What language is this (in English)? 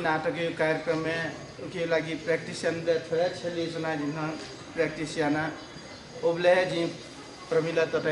Newari